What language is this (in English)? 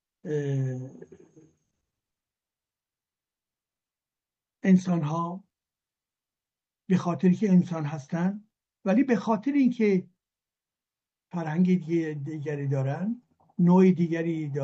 Persian